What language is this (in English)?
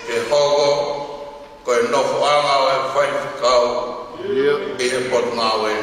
Tongan